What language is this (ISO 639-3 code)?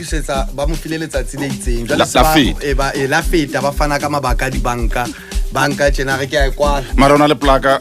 sot